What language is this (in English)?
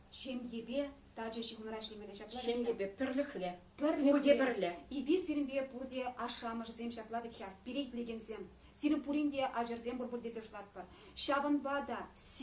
Chuvash